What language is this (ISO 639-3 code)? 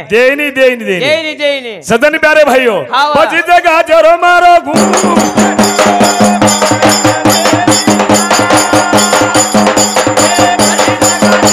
lmn